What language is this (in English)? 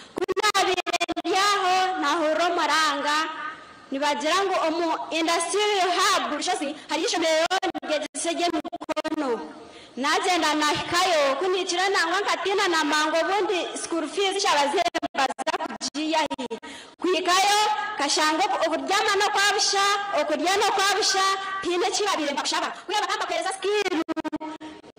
Nyankole